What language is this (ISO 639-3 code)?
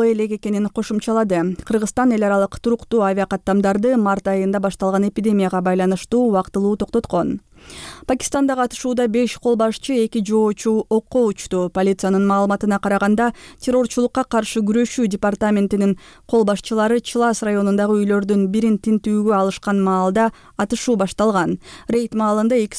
kir